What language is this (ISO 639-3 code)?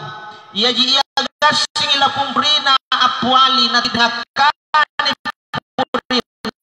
mak